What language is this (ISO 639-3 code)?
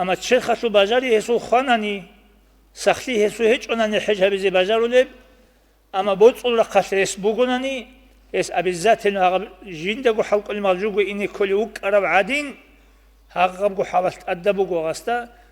ava